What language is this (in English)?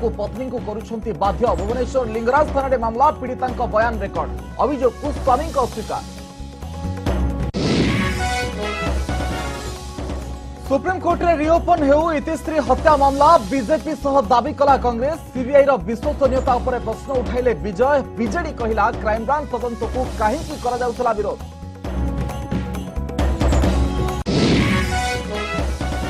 Odia